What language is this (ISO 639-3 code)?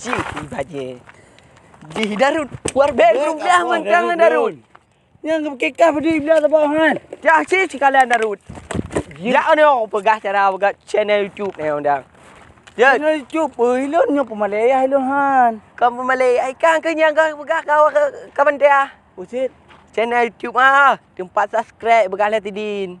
ace